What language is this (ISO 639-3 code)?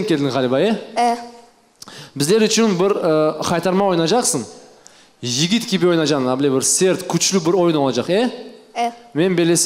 crh